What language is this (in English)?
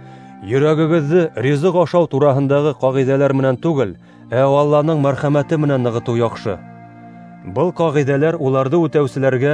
Bashkir